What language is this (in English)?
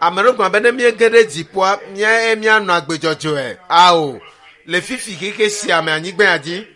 Ewe